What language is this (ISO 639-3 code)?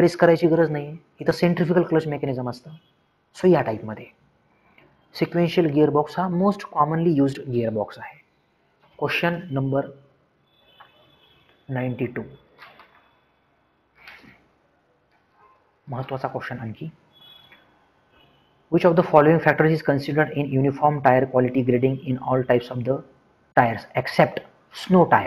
mar